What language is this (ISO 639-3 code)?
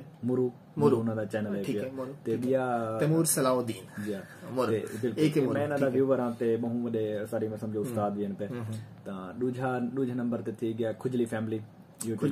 skr